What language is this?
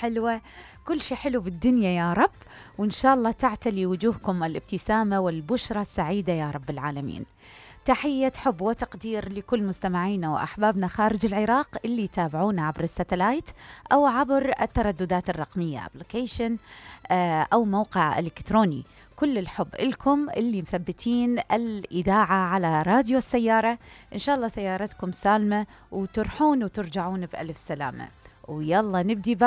Mesopotamian Arabic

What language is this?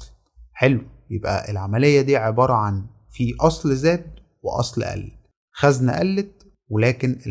Egyptian Arabic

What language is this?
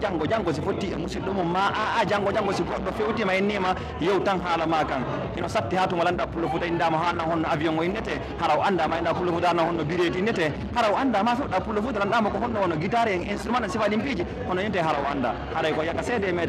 Pular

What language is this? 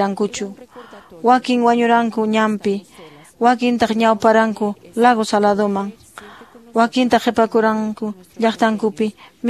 Quechua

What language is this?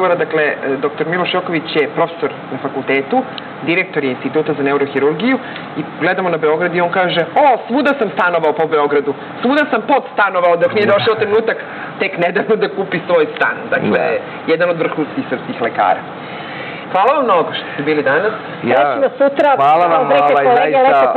Serbian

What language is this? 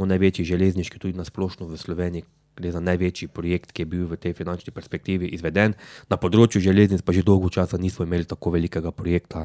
Slovenian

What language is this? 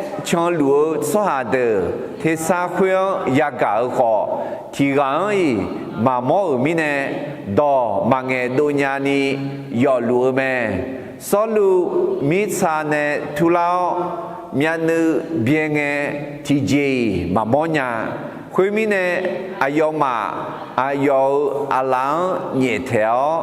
Akha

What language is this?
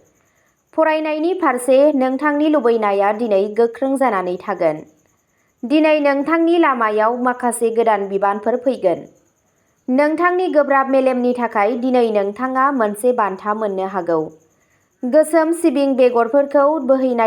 Bodo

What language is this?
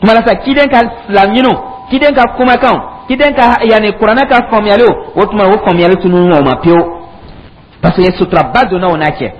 Dyula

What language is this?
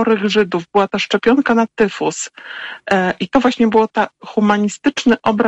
Polish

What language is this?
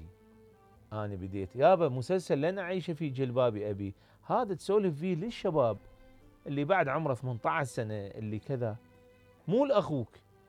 Mesopotamian Arabic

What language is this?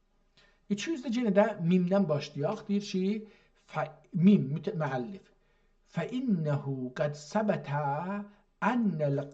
South Azerbaijani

